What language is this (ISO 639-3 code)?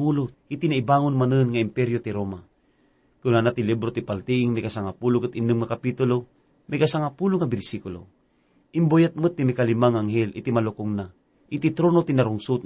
ilo